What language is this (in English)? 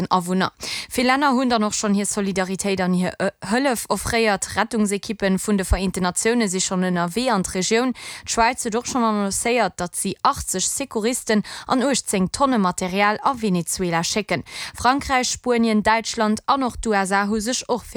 Luxembourgish